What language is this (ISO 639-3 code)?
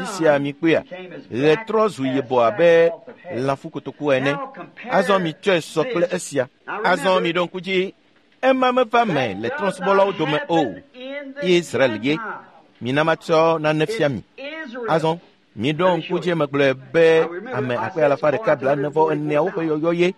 ewe